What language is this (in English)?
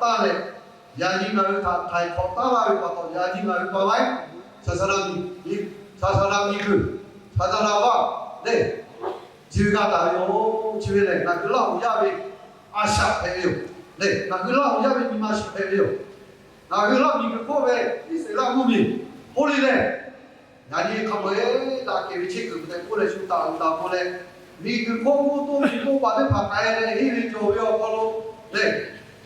Lahu